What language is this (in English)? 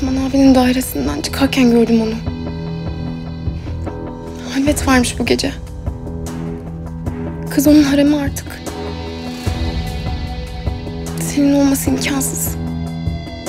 Turkish